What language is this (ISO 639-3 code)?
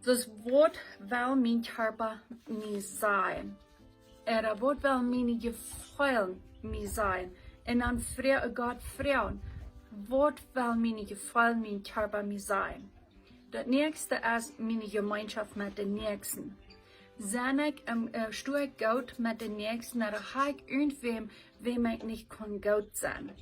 pdt